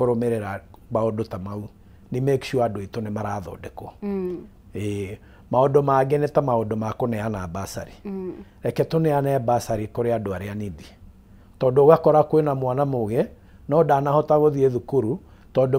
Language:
Kikuyu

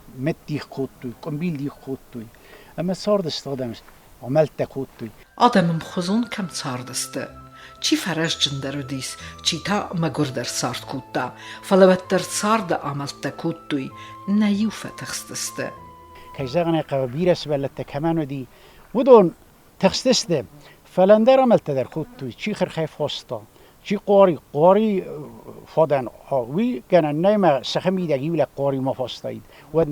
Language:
Ossetic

